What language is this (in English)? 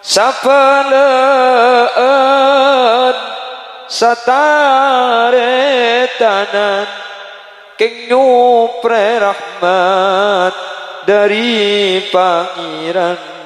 Madurese